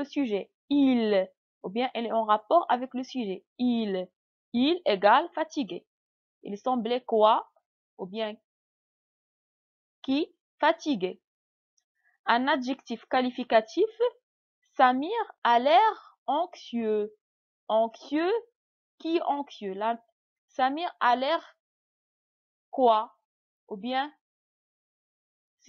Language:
French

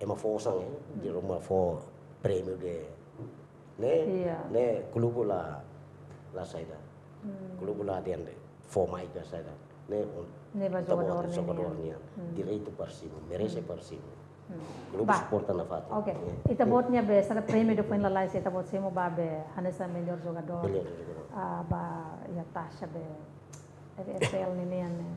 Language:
Tetum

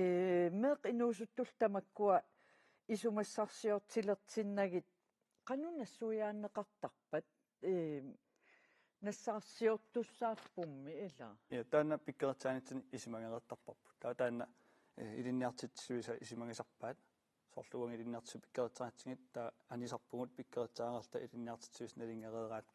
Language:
Kalaallisut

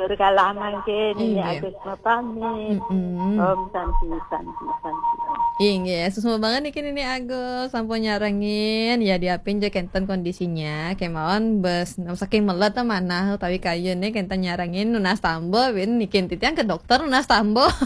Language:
Balinese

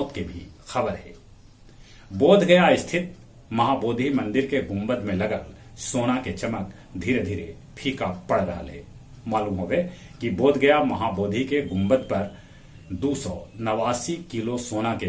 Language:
Magahi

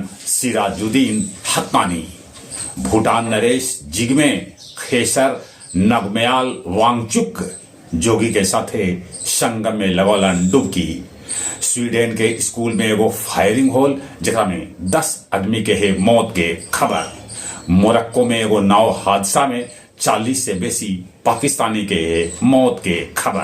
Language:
Magahi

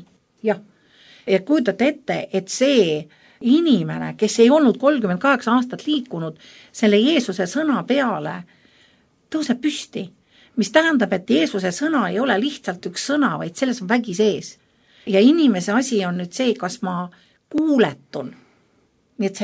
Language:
Estonian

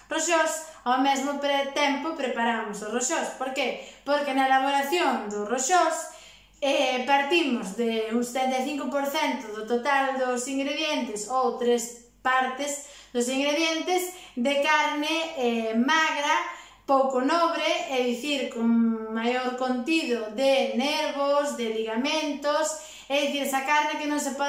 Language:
Galician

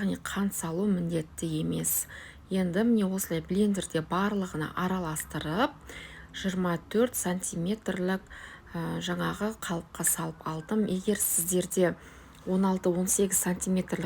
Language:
Kazakh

